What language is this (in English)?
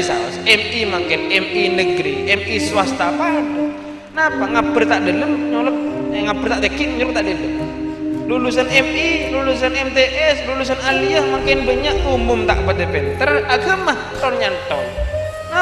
Madurese